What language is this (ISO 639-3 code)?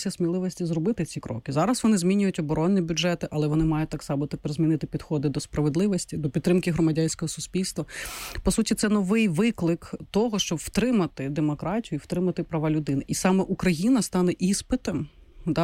ukr